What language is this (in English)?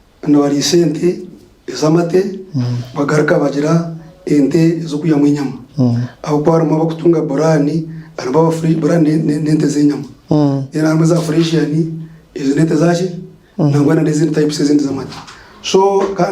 Nyankole